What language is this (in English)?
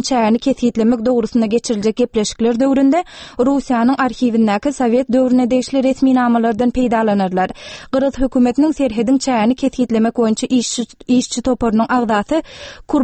Turkmen